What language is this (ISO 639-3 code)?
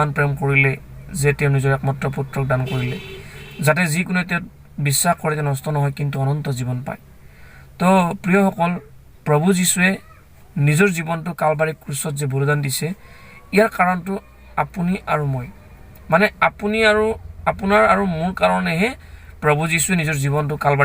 asm